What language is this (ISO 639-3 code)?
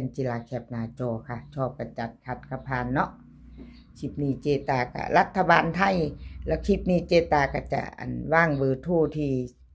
tts